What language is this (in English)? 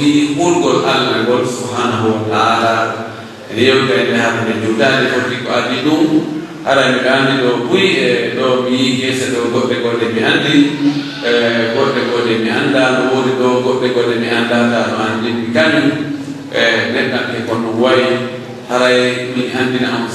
Pular